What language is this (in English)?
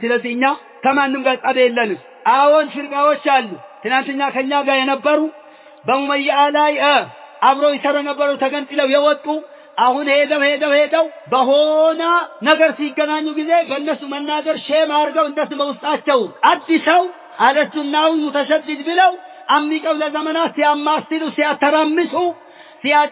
Amharic